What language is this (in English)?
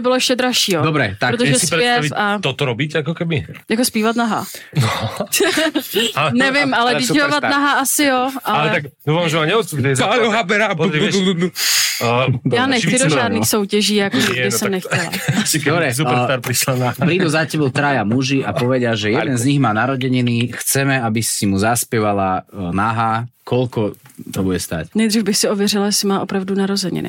Slovak